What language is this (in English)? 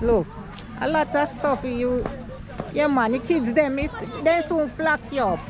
Jamaican Creole English